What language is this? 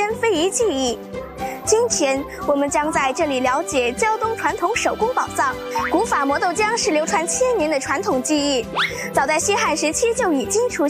Chinese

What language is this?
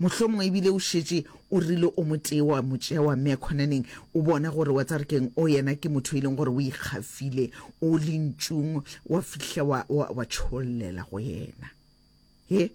Northern Sotho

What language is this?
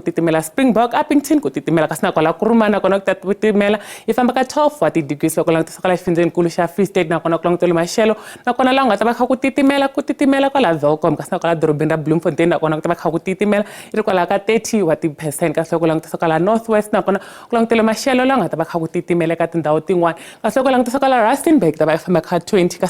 Tsonga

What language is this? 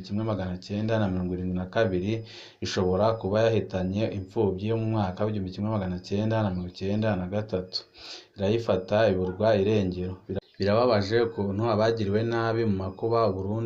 Rundi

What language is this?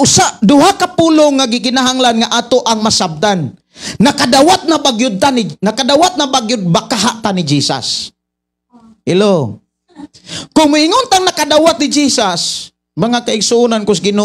Cebuano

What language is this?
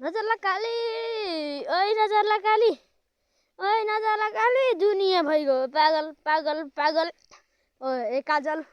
Nepali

